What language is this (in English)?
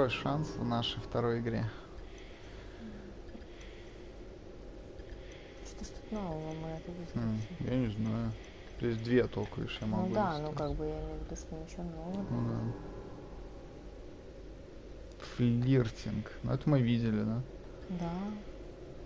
Russian